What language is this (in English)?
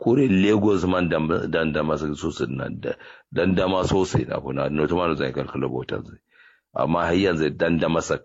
Kanuri